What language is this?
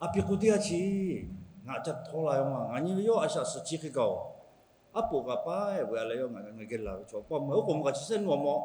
Lahu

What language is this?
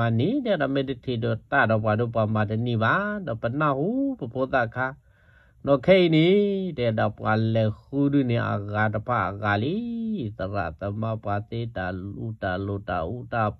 S'gaw Karen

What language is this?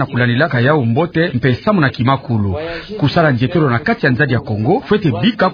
Kituba (Democratic Republic of Congo)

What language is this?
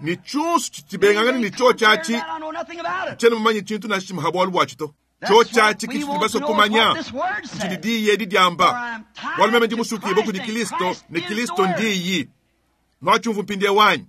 Luba-Lulua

